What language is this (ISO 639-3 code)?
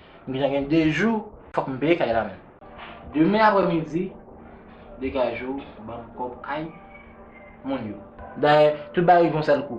hat